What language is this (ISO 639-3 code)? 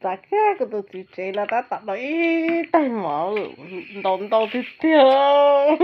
hmn